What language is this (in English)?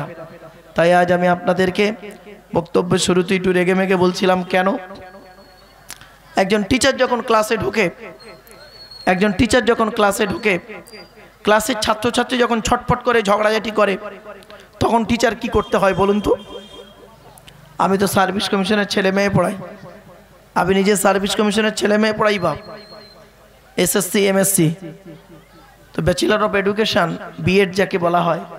Bangla